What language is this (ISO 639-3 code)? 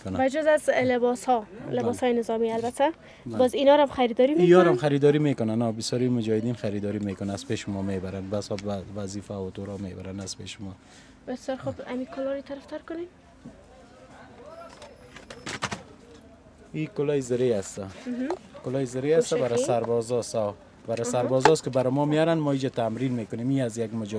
fas